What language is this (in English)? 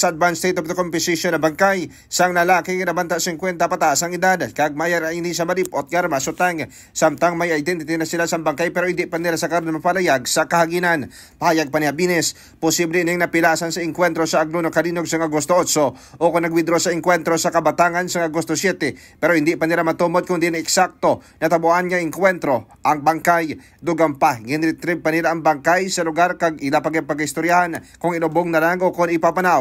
Hiligaynon